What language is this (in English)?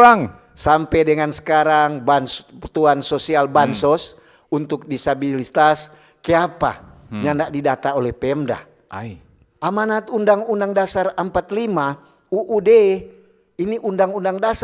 Manado Malay